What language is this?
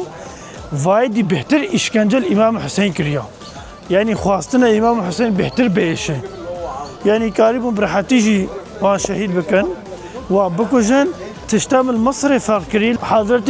Kurdish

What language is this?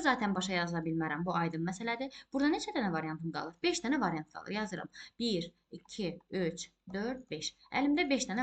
Azerbaijani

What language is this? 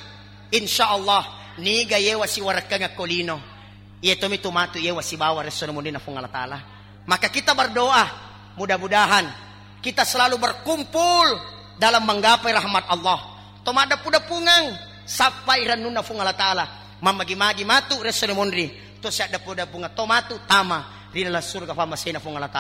Buginese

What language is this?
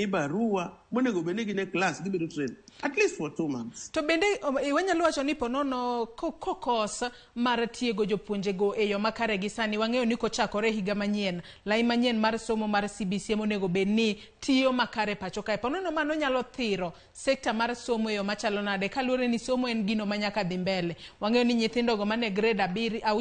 Luo (Kenya and Tanzania)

